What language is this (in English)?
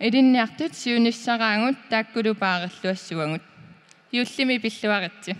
Kalaallisut